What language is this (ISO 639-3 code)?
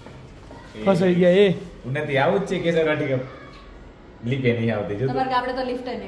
guj